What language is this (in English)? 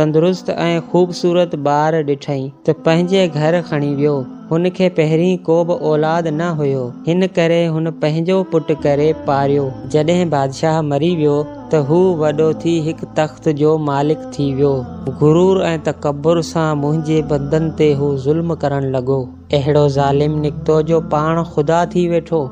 Sindhi